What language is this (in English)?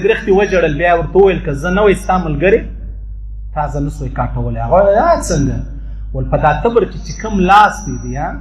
Pashto